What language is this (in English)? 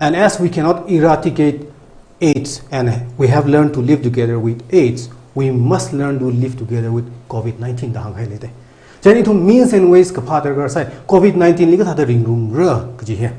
Tangkhul Naga (India)